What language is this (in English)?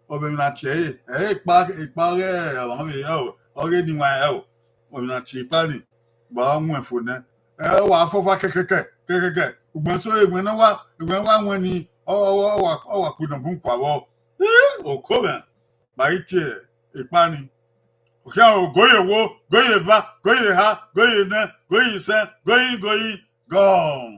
Bini